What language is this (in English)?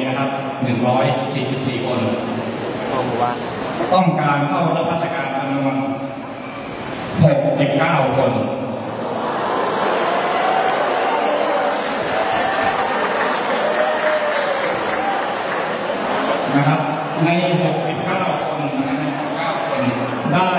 Thai